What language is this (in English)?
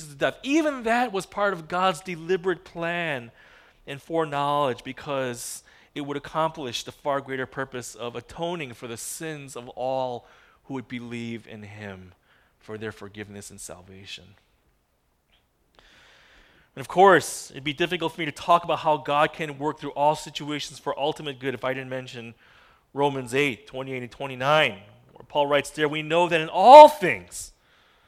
English